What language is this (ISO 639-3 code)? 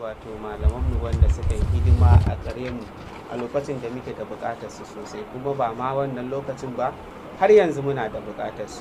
hau